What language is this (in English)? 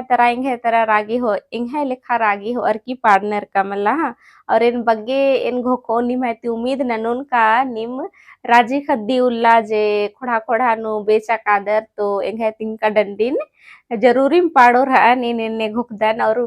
Kurukh